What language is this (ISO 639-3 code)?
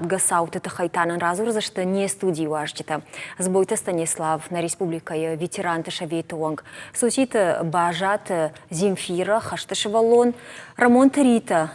oss